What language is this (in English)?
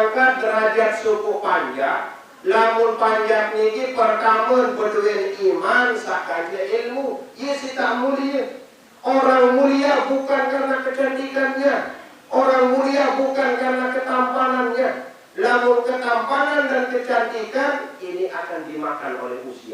Sasak